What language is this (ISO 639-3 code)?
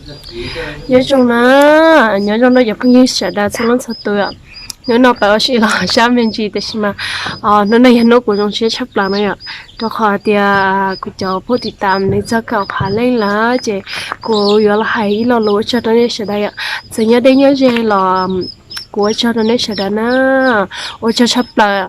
hmn